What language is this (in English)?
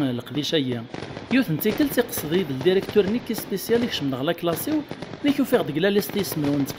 Kabyle